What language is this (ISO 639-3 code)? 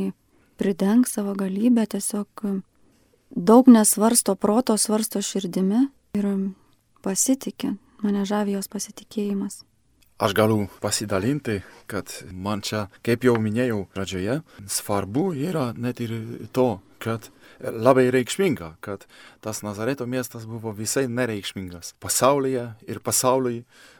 lit